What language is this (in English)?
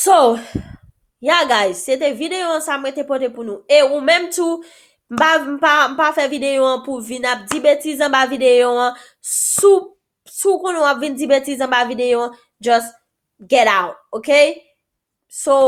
Haitian Creole